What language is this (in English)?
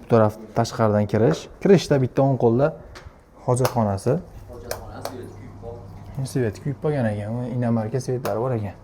Uzbek